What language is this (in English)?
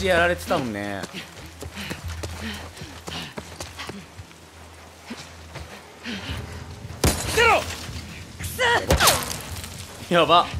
Japanese